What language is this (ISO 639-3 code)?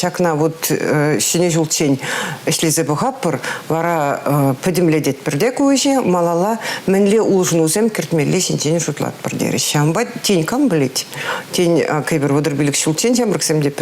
chv